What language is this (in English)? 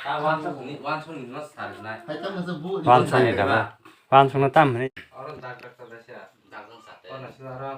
Kok Borok